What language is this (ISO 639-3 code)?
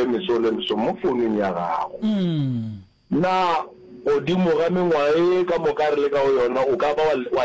nso